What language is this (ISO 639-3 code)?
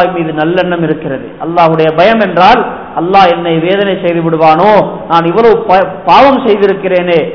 tam